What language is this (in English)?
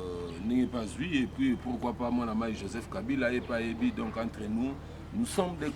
Lingala